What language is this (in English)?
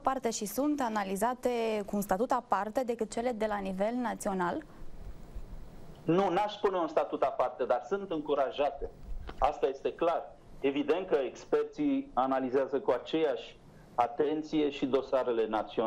Romanian